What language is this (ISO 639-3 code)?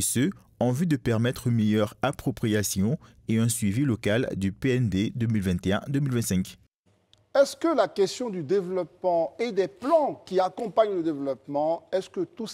fra